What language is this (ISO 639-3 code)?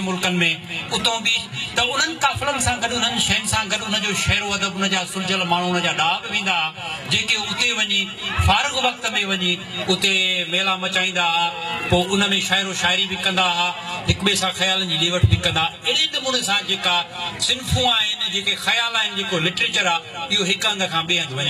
snd